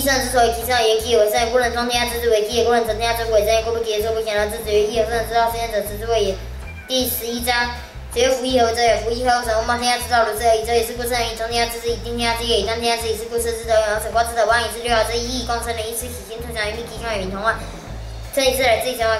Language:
Literary Chinese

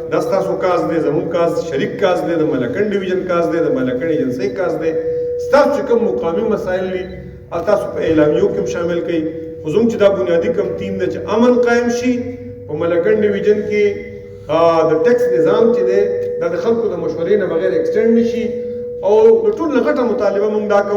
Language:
Pashto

